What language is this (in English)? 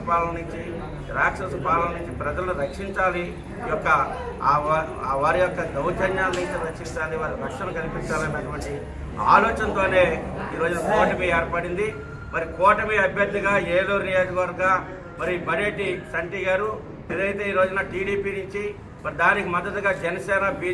Telugu